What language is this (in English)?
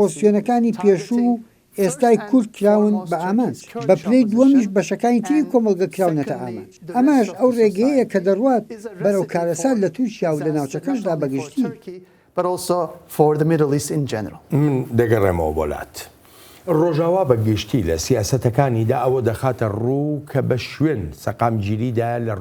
Central Kurdish